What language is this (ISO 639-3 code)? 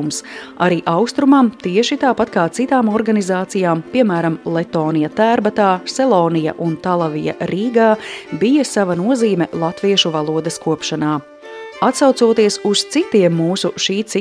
lav